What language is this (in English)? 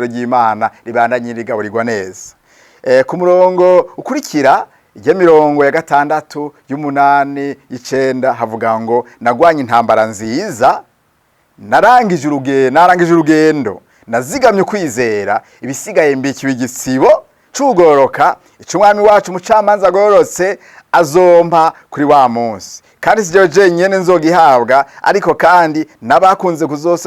Rundi